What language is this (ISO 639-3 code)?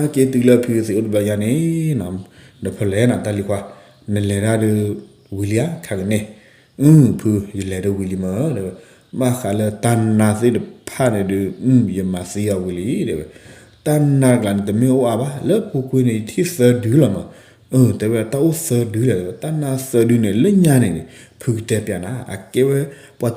ksw